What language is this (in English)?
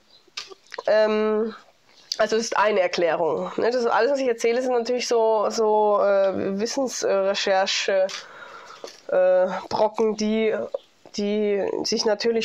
German